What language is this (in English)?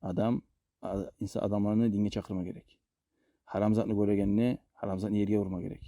Kumyk